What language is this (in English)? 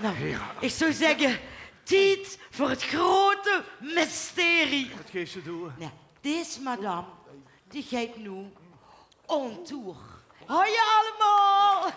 Limburgish